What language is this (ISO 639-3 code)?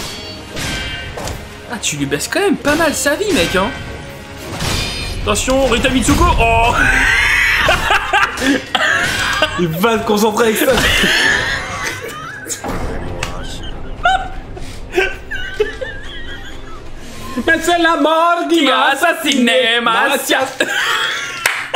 fra